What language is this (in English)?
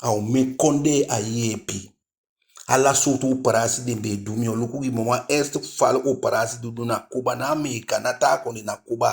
Eastern Maroon Creole